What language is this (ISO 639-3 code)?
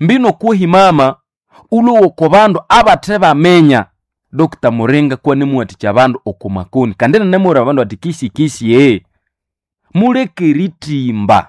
nnb